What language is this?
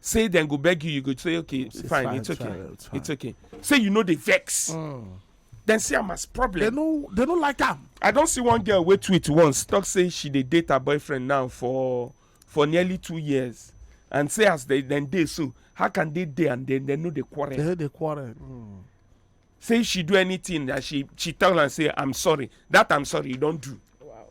Nigerian Pidgin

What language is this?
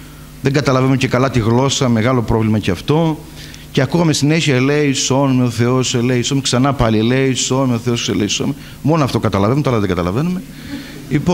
Greek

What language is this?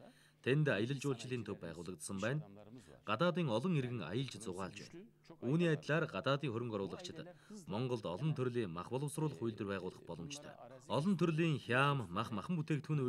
Mongolian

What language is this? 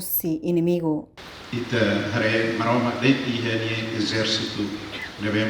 Tetum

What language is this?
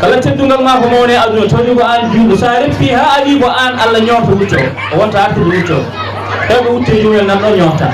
Fula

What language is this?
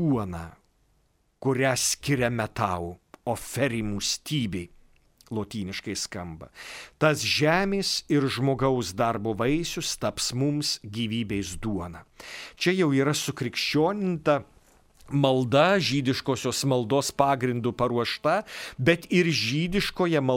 Lithuanian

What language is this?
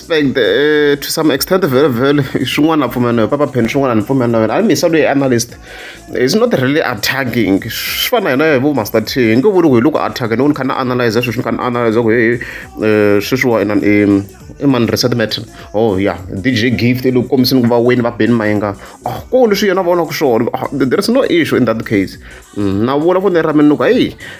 Tsonga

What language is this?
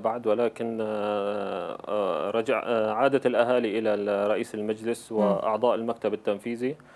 Arabic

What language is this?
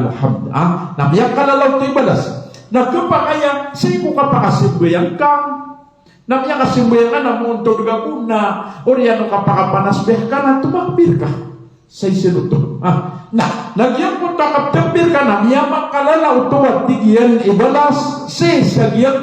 Maranao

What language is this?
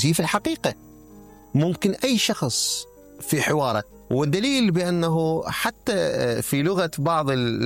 Mesopotamian Arabic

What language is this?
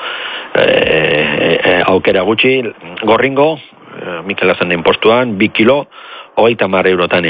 Basque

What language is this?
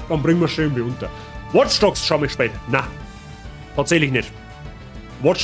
Bavarian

